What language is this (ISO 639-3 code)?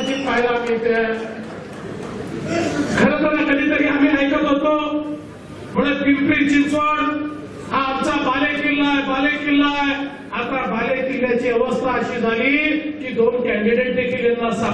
mar